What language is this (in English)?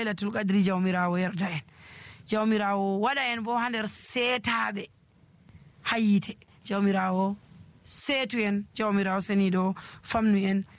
Nigerian Fulfulde